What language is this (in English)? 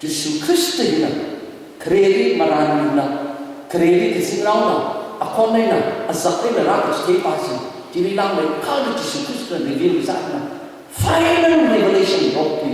Tangkhul Naga (India)